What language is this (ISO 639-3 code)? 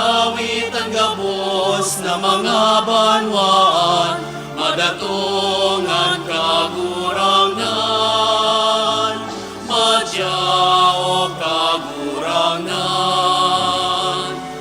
bik